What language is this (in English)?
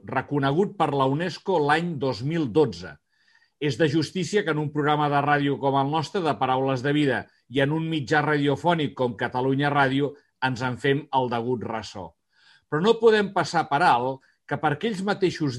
Catalan